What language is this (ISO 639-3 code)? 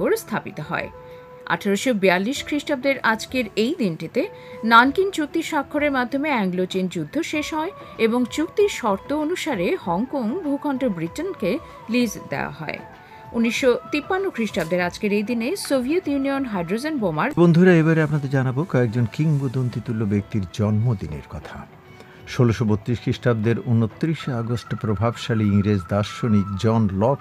ben